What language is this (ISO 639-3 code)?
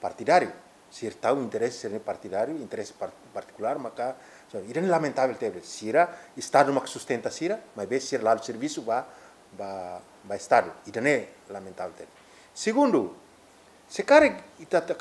tet